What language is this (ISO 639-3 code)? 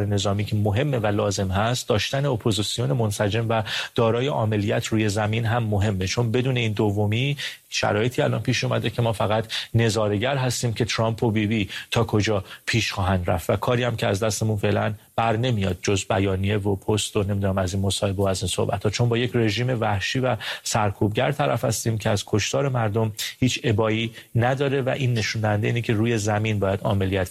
fas